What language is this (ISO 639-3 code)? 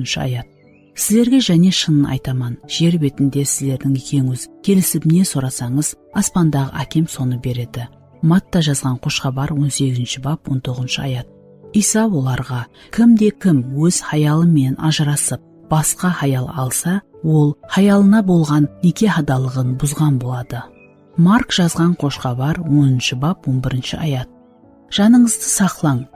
kaa